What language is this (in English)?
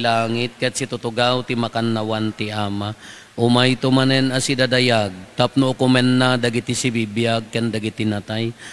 Iloko